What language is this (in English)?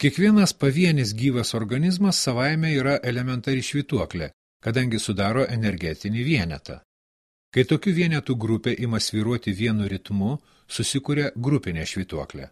Lithuanian